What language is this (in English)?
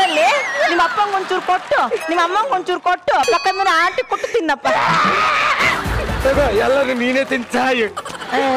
Kannada